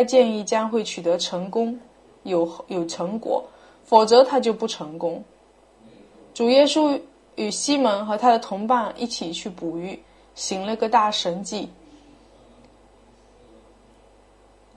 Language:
Chinese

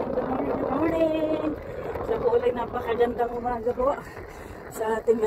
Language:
Filipino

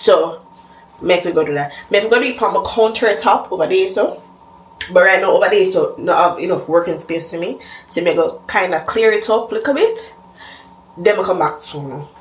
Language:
Jamaican Creole English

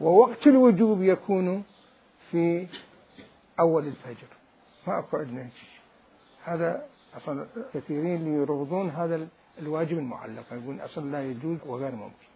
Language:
Mesopotamian Arabic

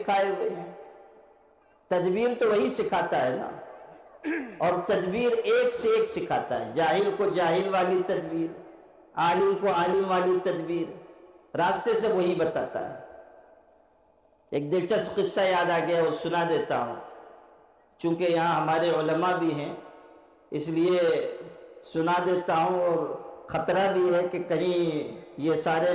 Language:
Urdu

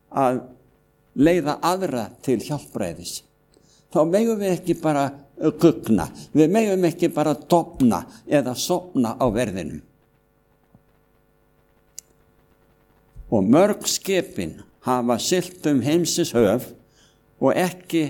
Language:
Icelandic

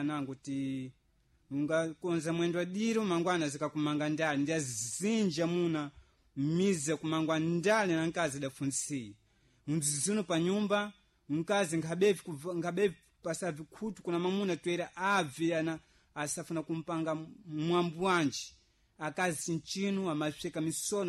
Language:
Sena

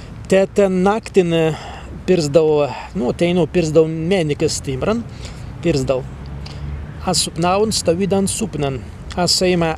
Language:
Prussian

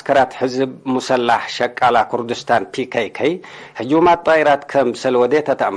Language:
Tigre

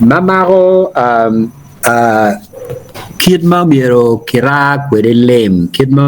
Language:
Acoli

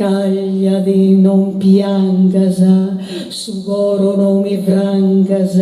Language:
Sardinian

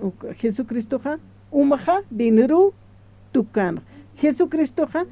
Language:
Aymara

